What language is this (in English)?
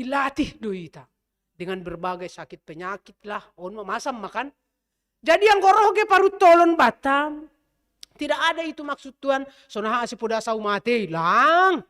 Batak Simalungun